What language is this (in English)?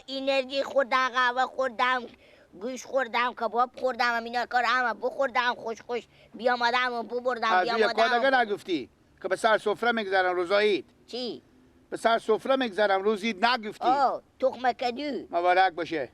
Persian